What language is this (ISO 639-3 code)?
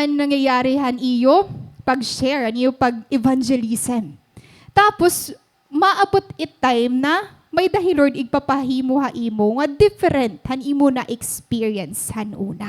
war